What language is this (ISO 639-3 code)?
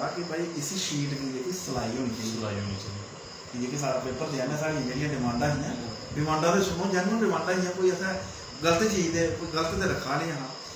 doi